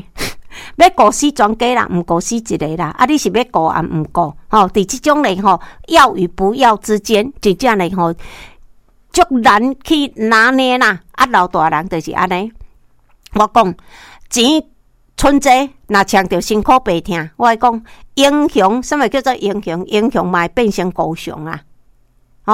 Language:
Min Nan Chinese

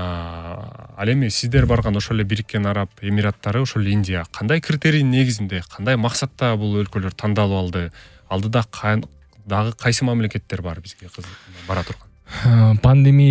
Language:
Kyrgyz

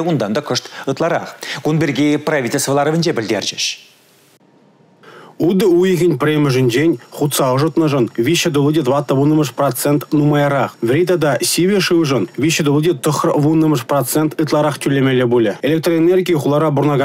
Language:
Chuvash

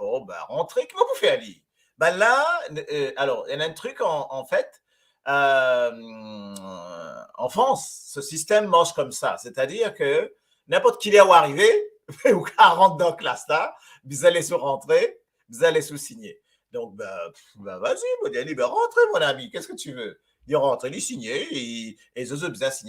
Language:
Morisyen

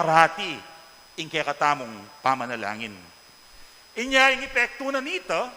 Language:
Pampanga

